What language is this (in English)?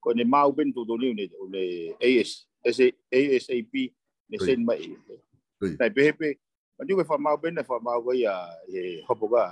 Tongan